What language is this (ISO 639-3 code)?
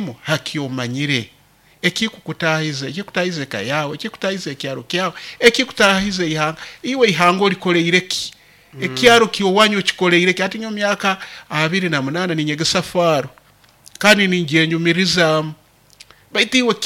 nyn